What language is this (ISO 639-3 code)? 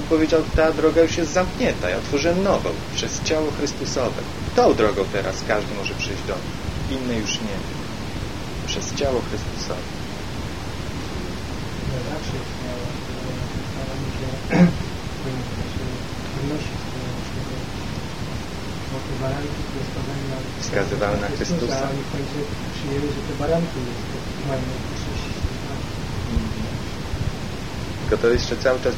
pol